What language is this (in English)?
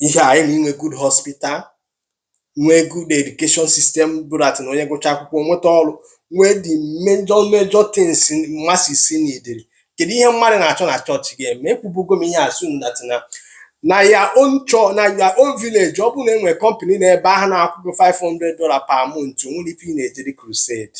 Igbo